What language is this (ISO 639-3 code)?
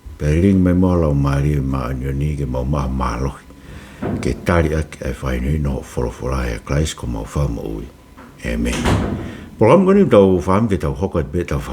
ton